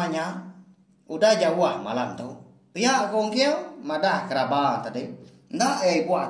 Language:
Iban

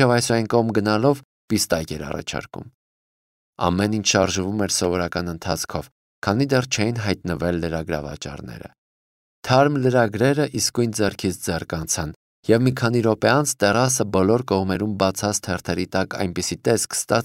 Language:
Armenian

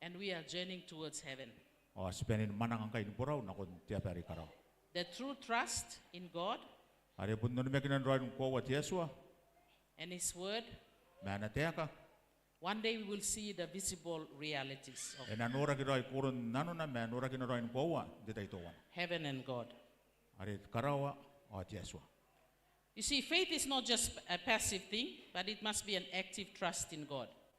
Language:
Gilbertese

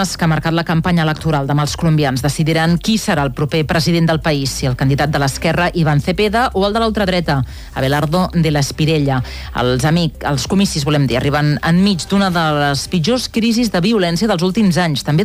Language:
Catalan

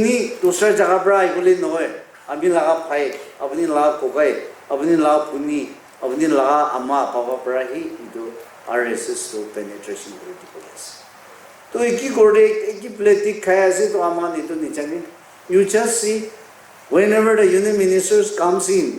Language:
Naga Pidgin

